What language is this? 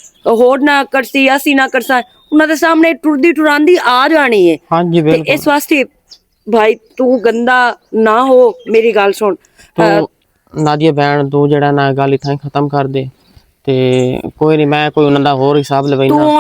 Western Panjabi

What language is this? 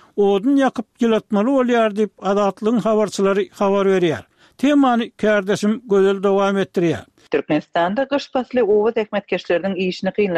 Turkmen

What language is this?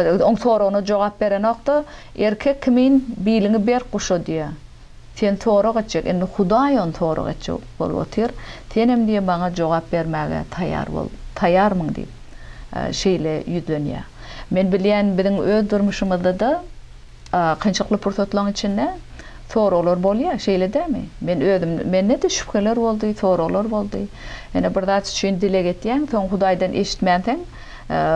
Turkmen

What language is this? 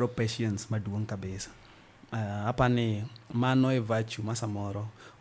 Luo (Kenya and Tanzania)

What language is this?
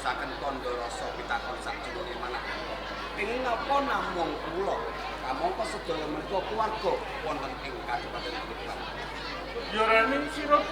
Javanese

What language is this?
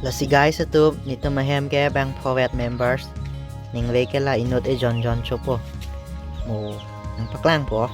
Karbi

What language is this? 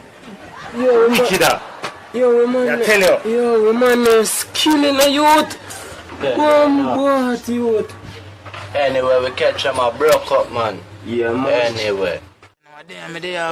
Jamaican Creole English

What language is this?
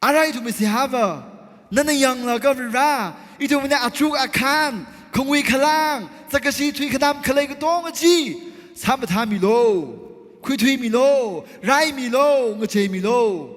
Tangkhul Naga (India)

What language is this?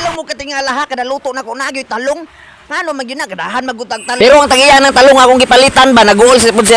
Cebuano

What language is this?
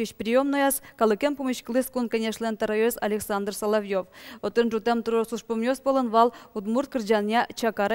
Udmurt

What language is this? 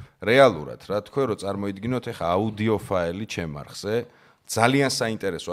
Georgian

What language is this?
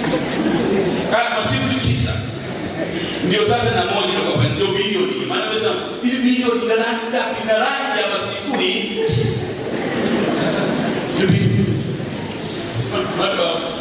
Swahili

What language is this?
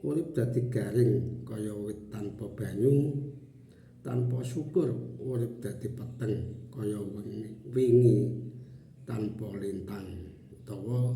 Javanese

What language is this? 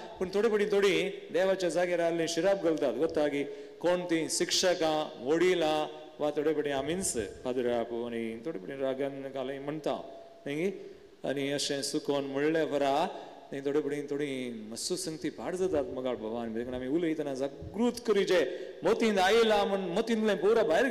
Konkani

